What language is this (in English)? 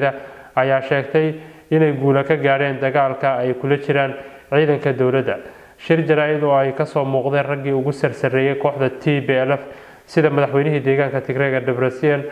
Somali